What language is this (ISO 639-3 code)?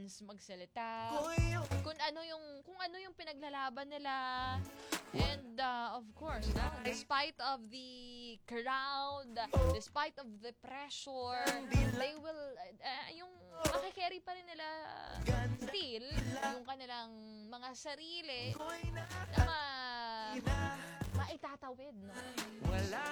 fil